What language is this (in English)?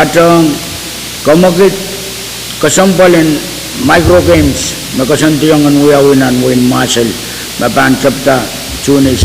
Pohnpeian